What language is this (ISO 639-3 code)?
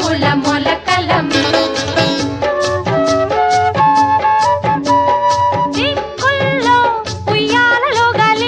tel